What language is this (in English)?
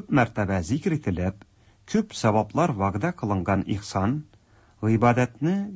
Tatar